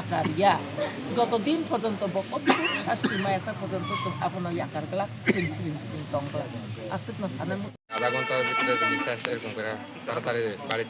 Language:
Kok Borok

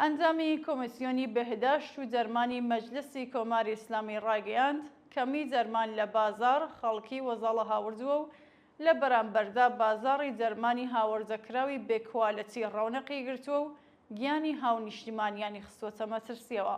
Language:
Central Kurdish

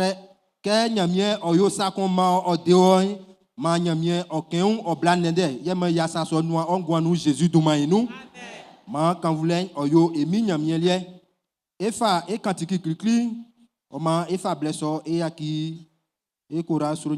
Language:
Baoulé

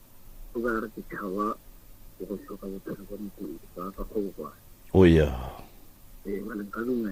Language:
Northern Sotho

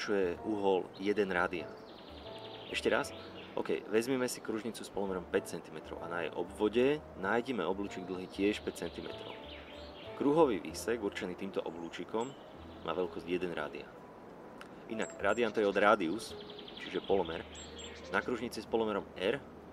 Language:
Slovak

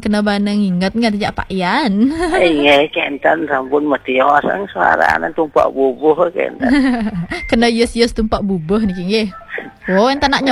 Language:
Balinese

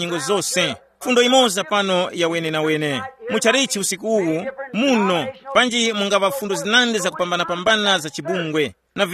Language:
Tumbuka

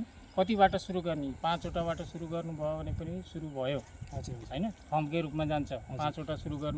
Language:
Nepali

